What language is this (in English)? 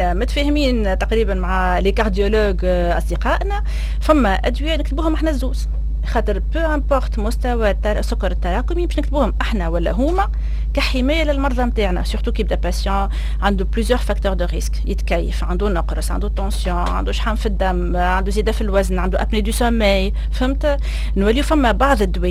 Tunisian Arabic